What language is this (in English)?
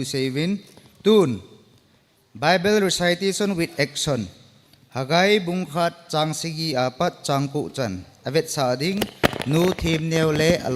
Thado Chin